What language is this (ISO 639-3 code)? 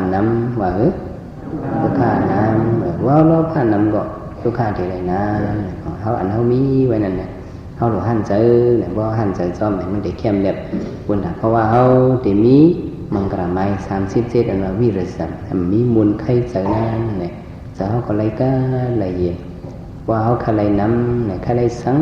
shn